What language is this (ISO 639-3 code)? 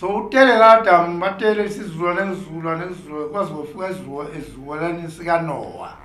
zul